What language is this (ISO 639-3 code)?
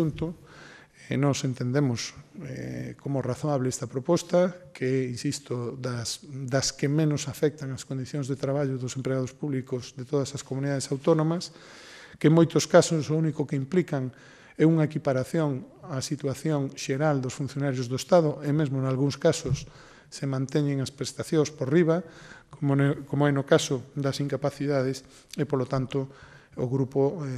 glg